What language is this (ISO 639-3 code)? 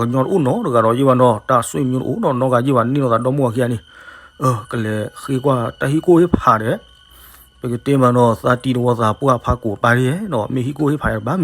ksw